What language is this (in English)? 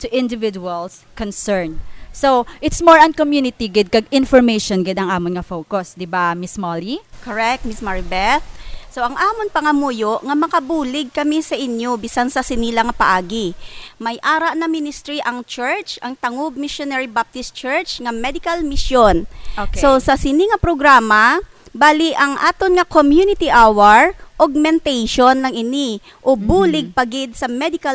Hiligaynon